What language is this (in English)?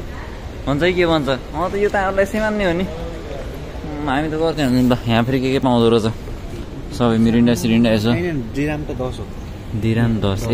Nepali